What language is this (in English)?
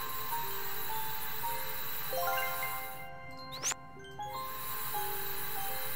Hungarian